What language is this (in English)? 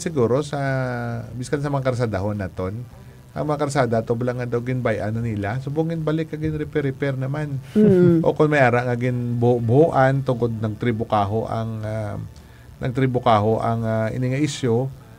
Hiligaynon